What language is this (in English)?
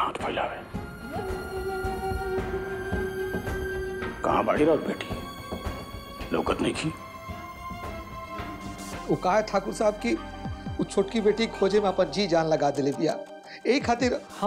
Bhojpuri